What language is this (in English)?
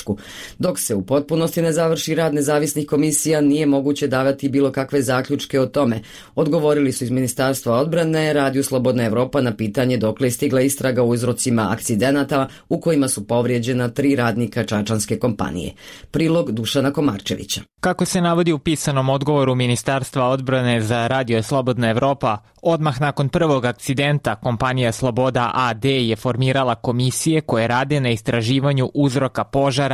Bosnian